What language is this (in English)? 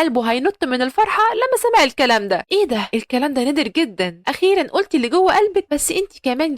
Egyptian Arabic